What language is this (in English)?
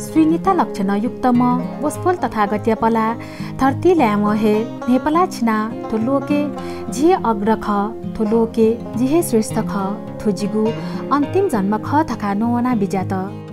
Newari